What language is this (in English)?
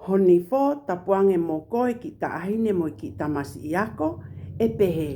Tongan